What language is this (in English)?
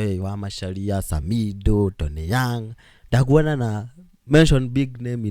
Kikuyu